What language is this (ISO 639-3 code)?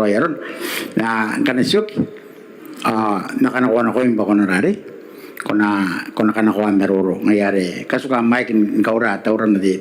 gil